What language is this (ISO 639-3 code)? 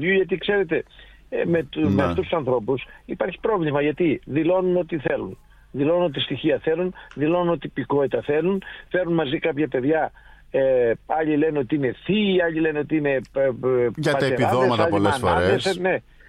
ell